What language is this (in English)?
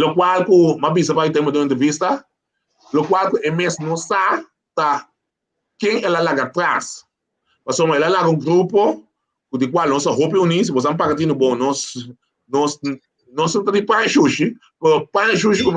Papiamento